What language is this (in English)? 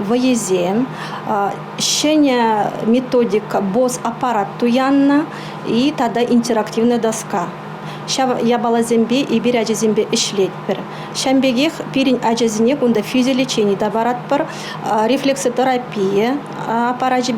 Chuvash